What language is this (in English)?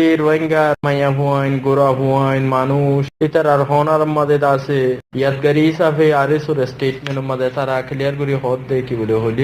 Rohingya